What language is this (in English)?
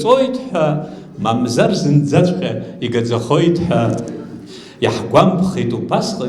Abkhazian